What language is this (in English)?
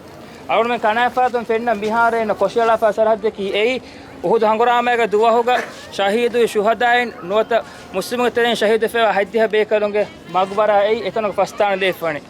Divehi